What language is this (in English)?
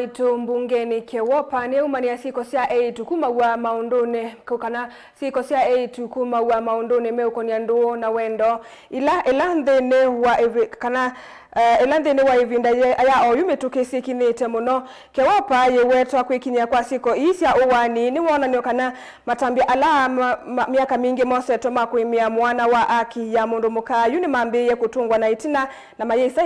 Kamba